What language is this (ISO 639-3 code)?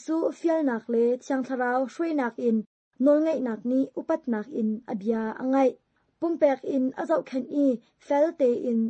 cnh